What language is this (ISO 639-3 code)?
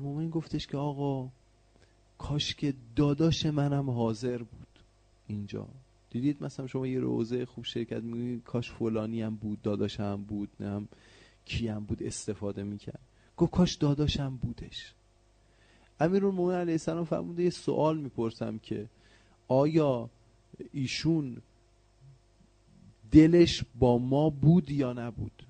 fas